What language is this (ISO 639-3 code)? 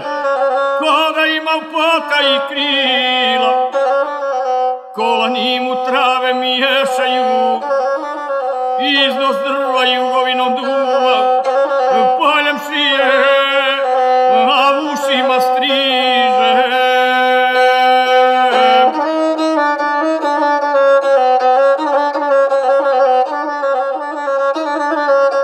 hrv